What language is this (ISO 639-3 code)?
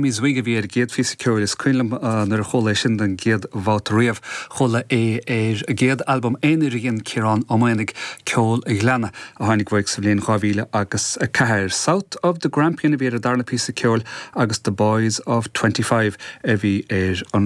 gle